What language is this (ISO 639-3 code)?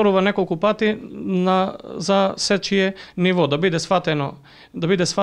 mkd